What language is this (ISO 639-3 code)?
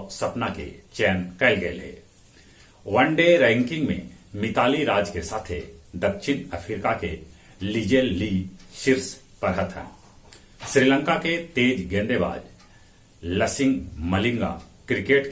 mag